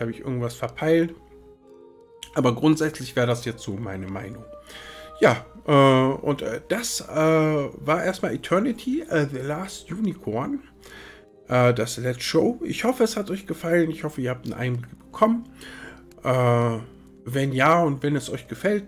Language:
German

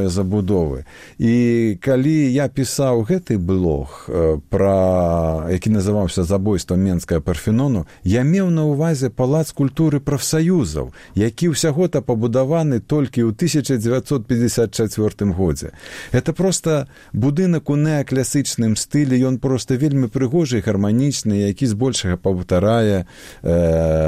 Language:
Belarusian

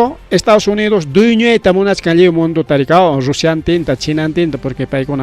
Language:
Ayacucho Quechua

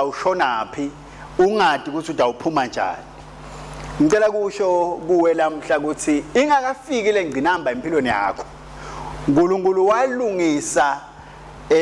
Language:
Swati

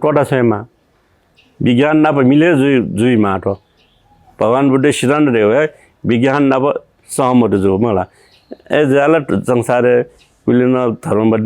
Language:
Newari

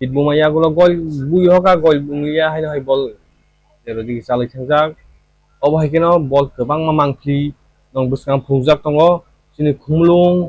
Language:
Kok Borok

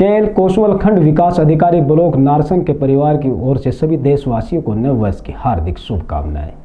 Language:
Hindi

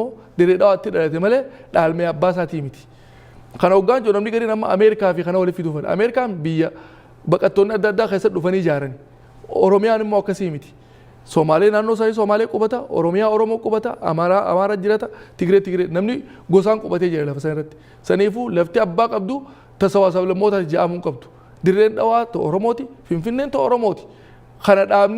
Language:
Oromo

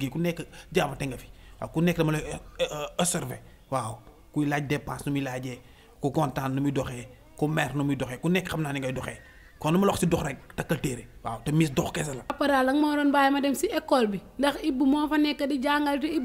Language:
Wolof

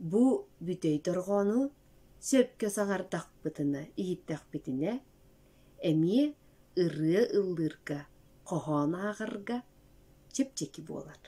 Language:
Yakut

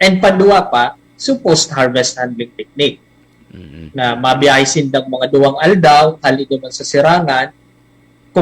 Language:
Bikol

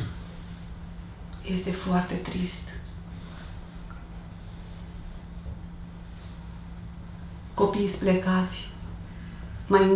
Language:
Romanian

